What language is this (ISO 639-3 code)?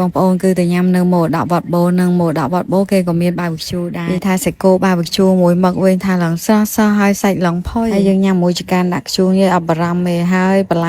khm